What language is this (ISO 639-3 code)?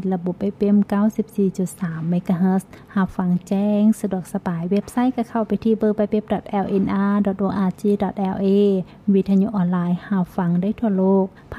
lao